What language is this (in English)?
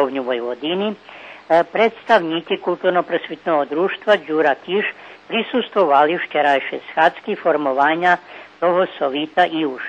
Rusyn